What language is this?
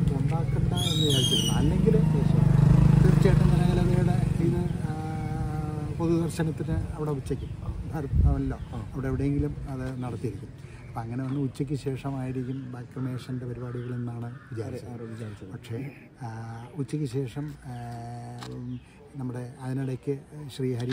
Malayalam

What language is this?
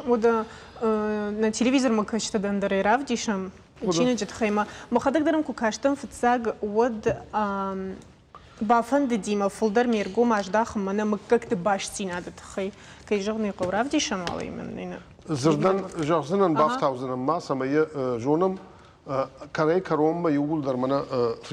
Ossetic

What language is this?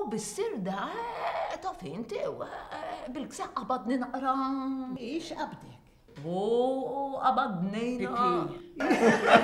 Maltese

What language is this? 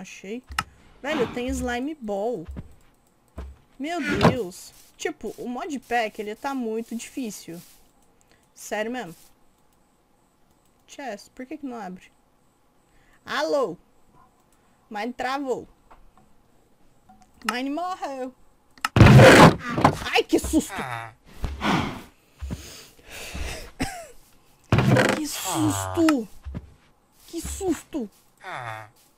Portuguese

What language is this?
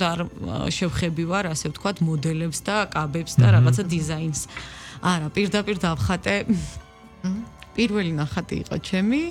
Georgian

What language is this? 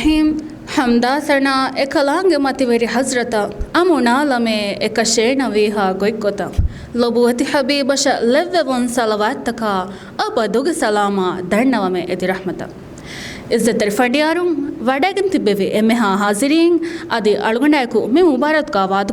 Divehi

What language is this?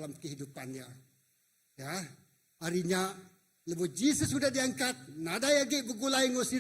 Iban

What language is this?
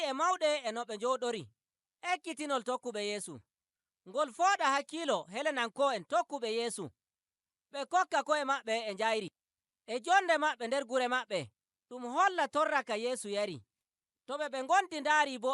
Nigerian Fulfulde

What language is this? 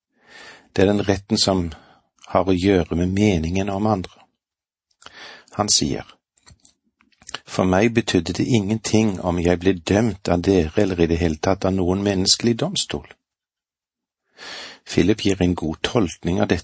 Norwegian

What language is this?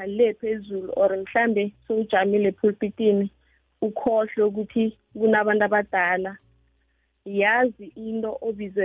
South Ndebele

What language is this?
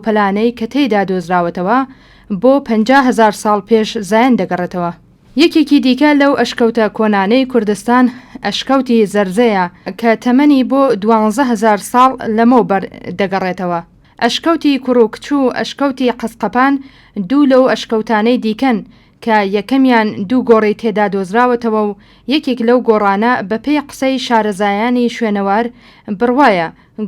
Central Kurdish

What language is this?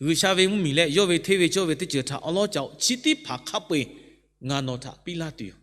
Lahu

